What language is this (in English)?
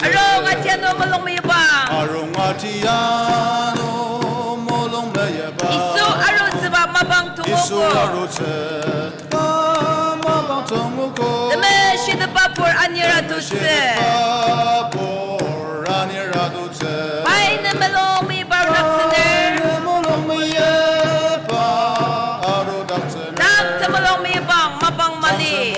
Ao Naga